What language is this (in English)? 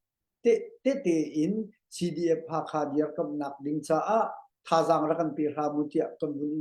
Hakha Chin